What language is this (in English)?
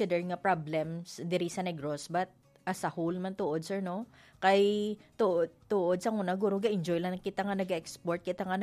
Hiligaynon